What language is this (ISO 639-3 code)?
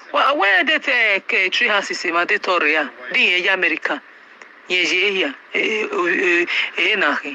pcm